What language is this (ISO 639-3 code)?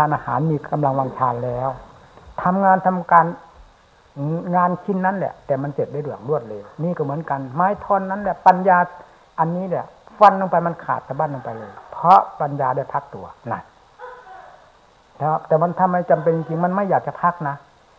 tha